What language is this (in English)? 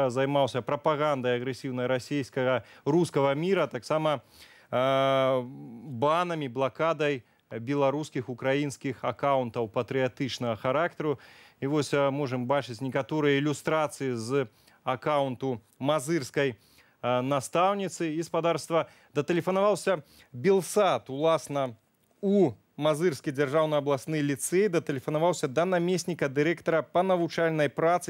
Belarusian